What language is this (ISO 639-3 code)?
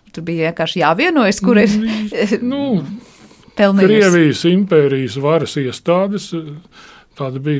lav